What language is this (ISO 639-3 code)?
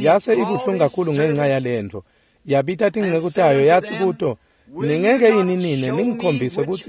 ssw